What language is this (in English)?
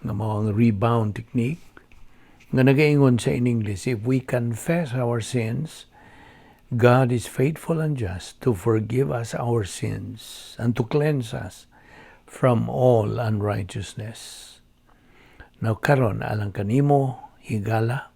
Cebuano